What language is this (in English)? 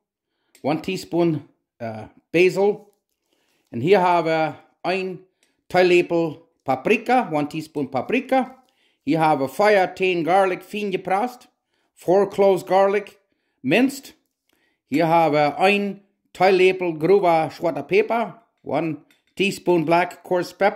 Plautdietsch